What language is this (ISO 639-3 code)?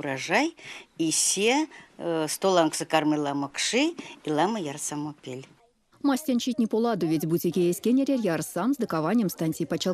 myv